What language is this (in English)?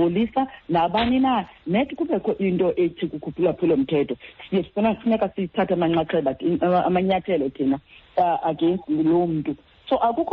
Xhosa